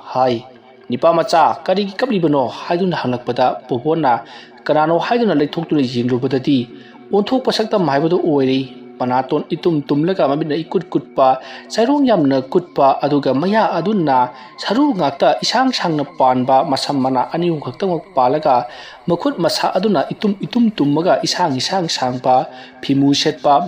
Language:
Manipuri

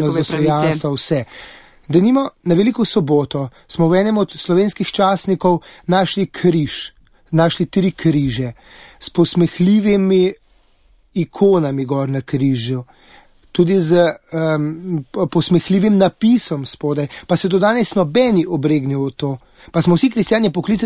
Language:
Slovenian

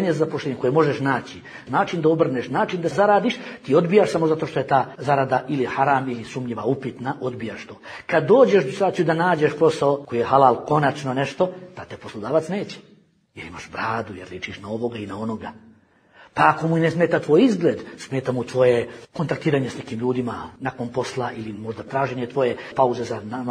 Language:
Bosnian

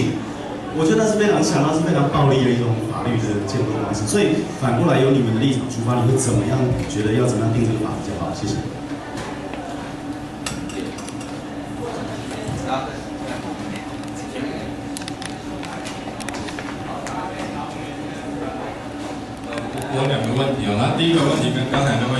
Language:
Chinese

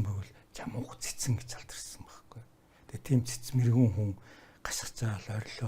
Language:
Mongolian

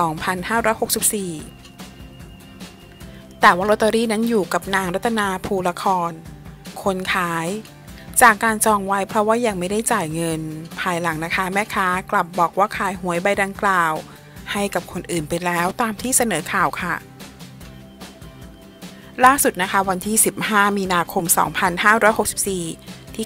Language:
Thai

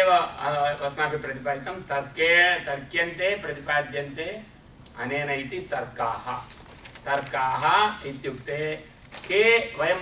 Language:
Sanskrit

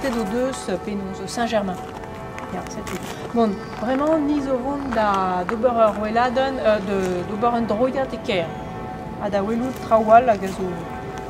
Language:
Breton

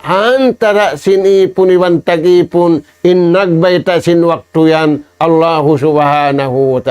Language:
Tausug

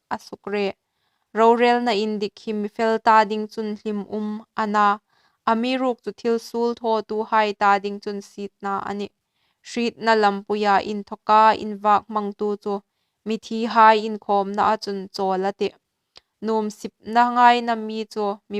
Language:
Hmar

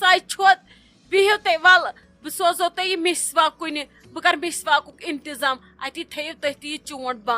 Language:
Kashmiri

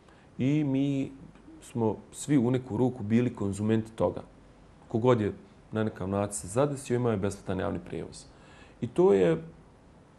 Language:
Bosnian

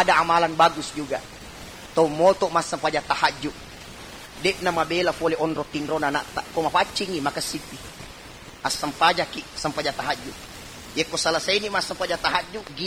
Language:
Buginese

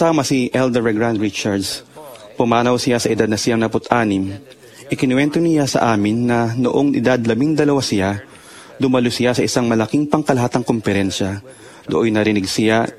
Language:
Filipino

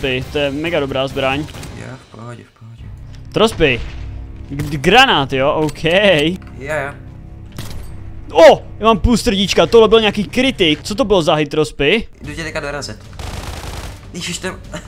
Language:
Czech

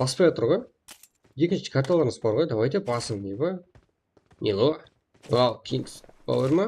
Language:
Kara-Kalpak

